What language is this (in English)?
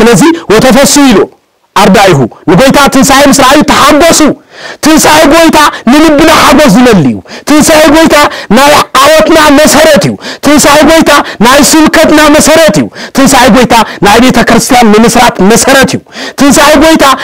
Tigrinya